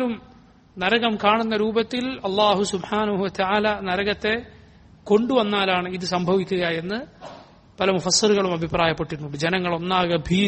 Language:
Malayalam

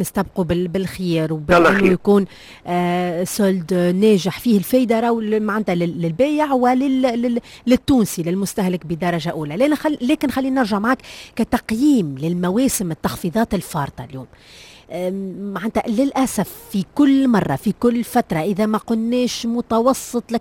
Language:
Tunisian Arabic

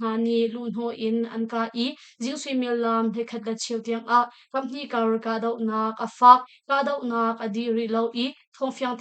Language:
Hakha Chin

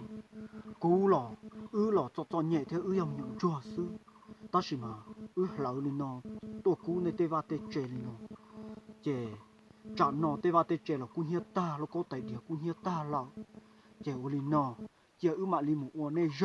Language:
Hmong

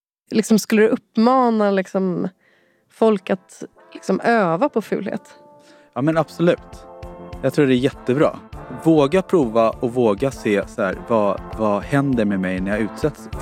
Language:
Swedish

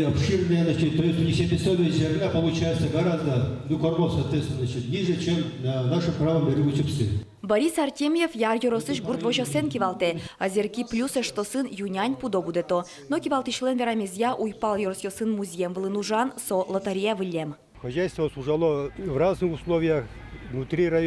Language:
Udmurt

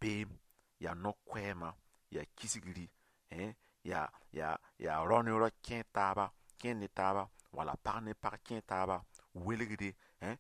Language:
Mossi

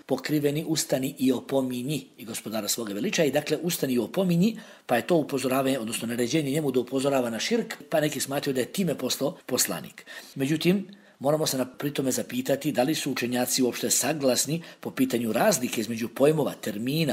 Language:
Bosnian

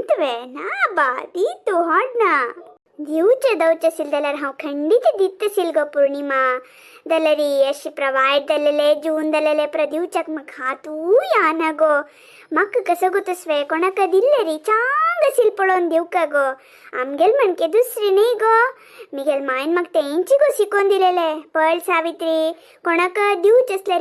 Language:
Konkani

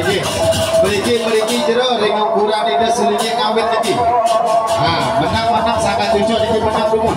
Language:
Balinese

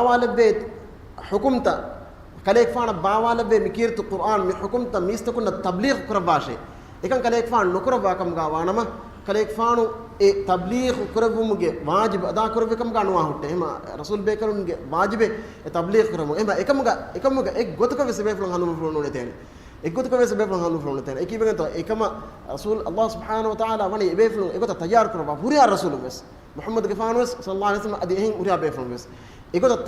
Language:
Divehi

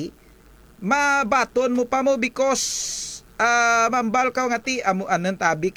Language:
Kinaray-a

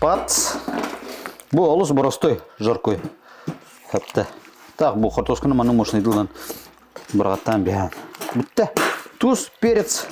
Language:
Yakut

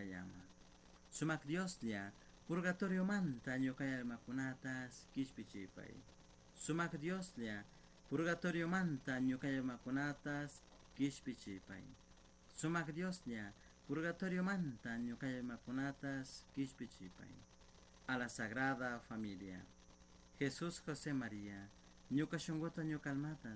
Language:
Chimborazo Highland Quichua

